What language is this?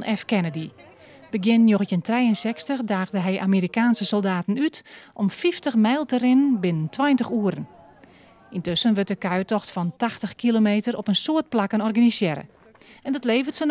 Western Frisian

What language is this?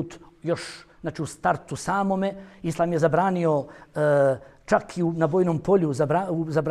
Bosnian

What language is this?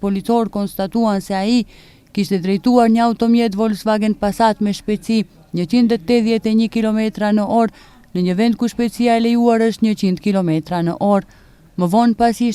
Albanian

